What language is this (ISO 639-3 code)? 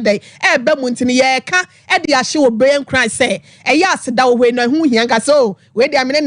aka